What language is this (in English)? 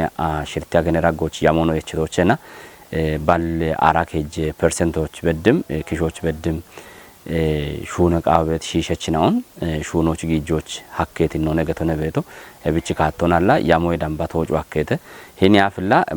Kafa